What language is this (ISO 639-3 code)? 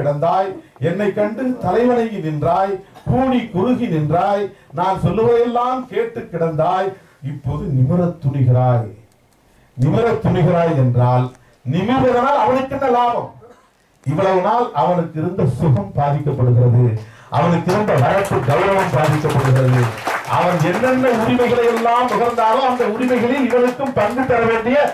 tam